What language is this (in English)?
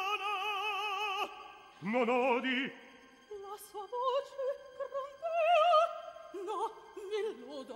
Italian